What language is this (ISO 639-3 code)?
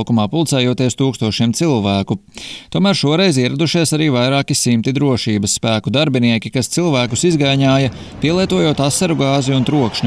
lav